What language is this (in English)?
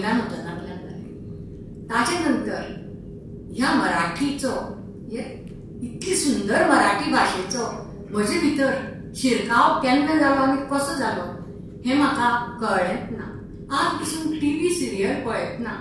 Konkani